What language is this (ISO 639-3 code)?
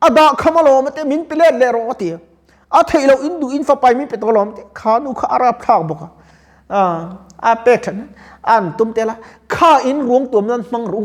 lus